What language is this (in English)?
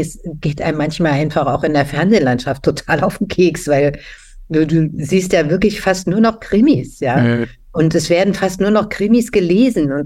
German